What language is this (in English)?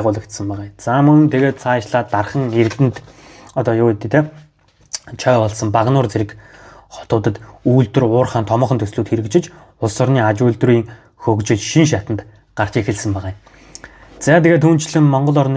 Mongolian